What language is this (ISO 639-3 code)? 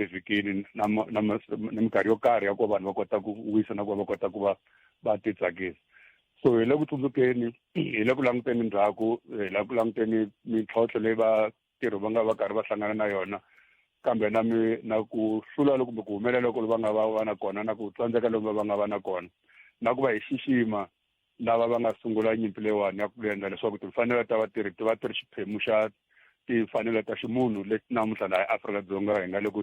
tso